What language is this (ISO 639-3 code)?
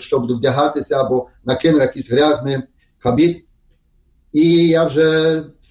ukr